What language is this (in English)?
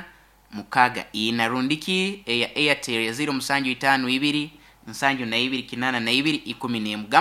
Nyoro